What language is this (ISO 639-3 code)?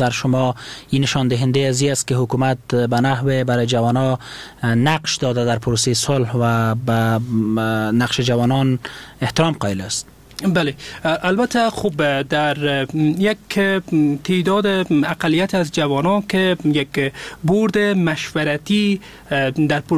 fas